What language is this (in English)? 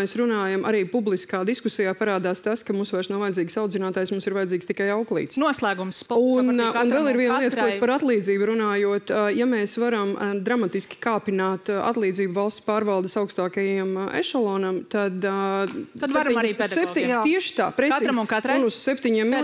Latvian